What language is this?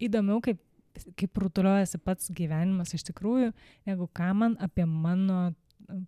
Lithuanian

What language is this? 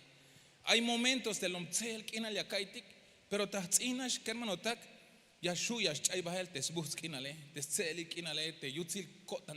Tzeltal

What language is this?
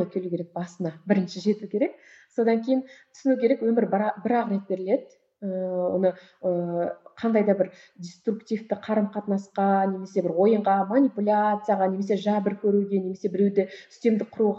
Kazakh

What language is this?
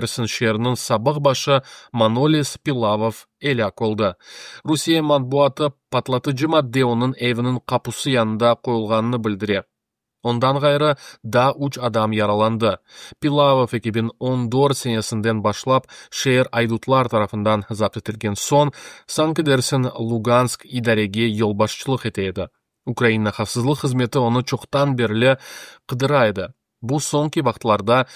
Crimean Tatar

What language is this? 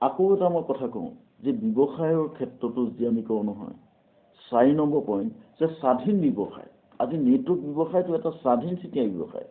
Assamese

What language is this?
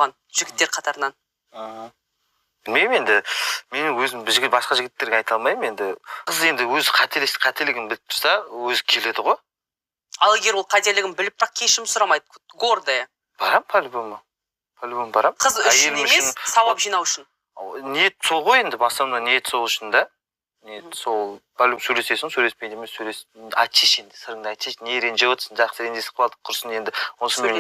Kazakh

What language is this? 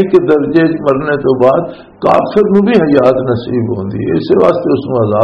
Western Panjabi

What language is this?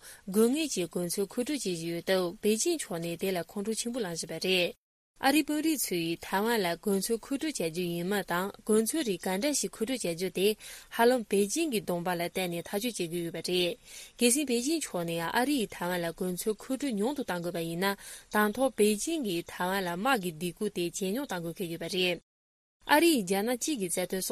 Tibetan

